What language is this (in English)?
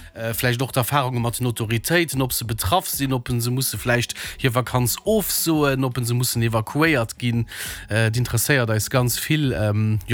Luxembourgish